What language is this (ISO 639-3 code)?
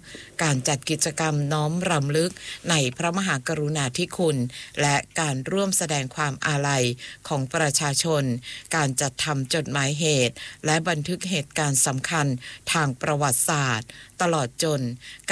tha